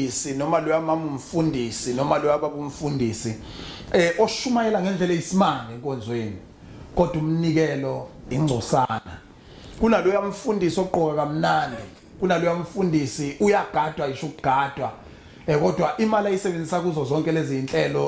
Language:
Zulu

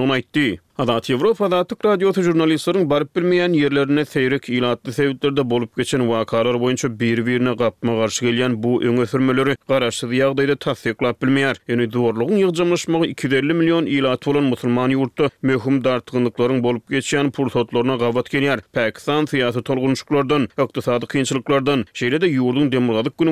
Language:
Turkmen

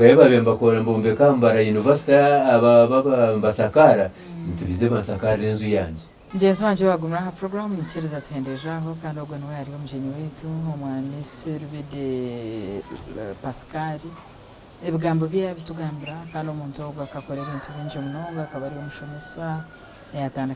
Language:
Nyankole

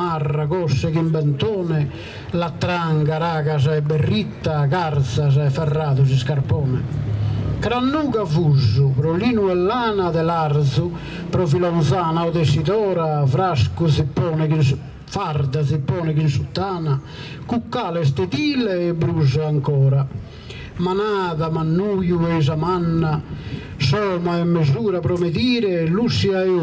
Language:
Sardinian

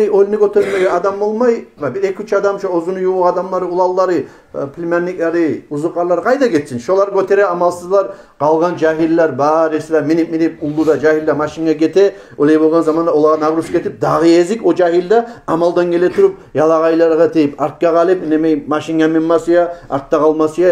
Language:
Kumyk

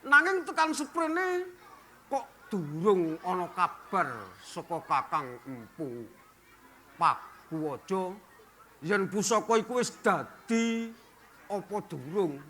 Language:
Javanese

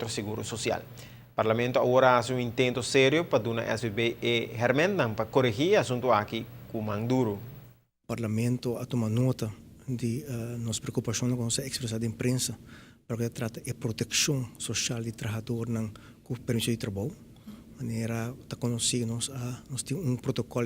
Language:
Papiamento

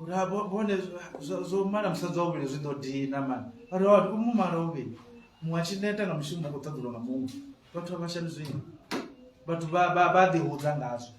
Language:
Venda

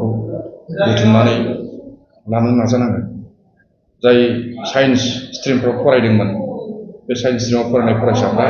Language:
Bodo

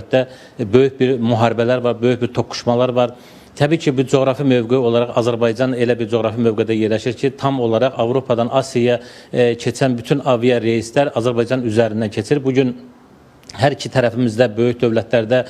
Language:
Azerbaijani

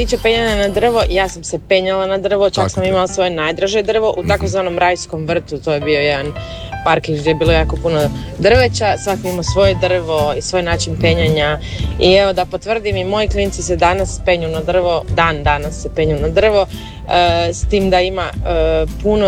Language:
Croatian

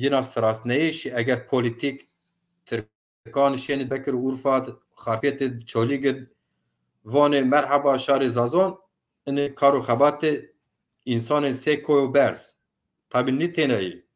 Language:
Zaza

